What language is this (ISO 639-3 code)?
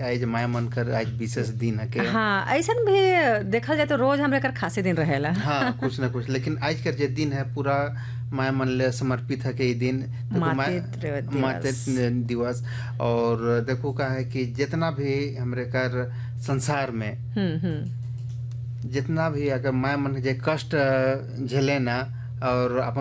sck